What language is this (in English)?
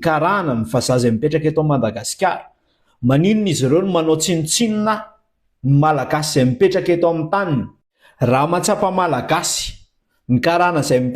Malagasy